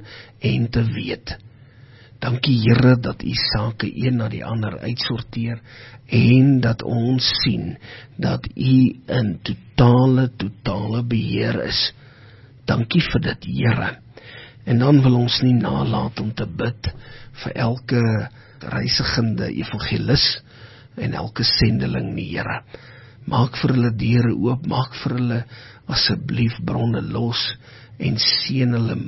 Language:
Afrikaans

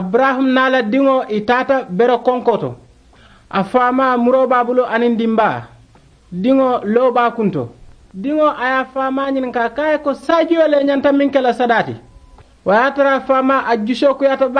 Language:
Mandingo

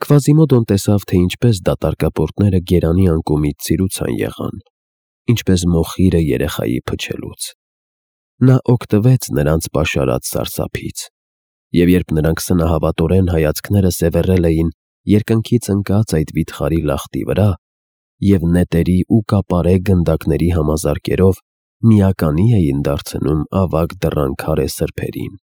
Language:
Armenian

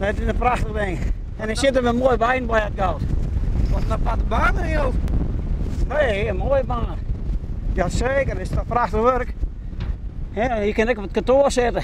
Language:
Western Frisian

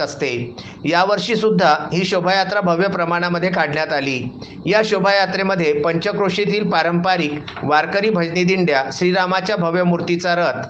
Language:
Marathi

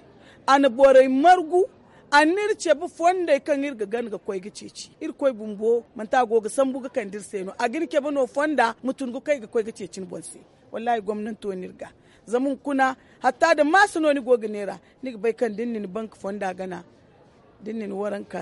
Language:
Zarma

